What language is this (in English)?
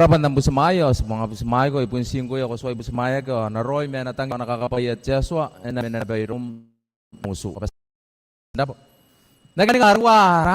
Gilbertese